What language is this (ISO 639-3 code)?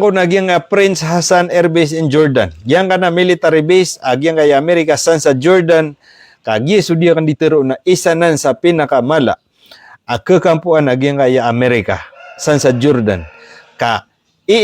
mrw